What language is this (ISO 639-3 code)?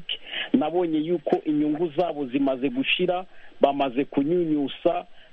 kin